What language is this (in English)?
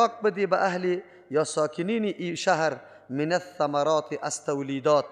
Persian